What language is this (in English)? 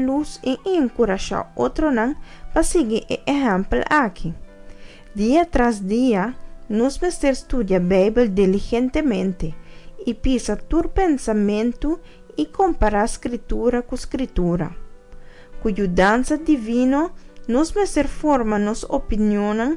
Papiamento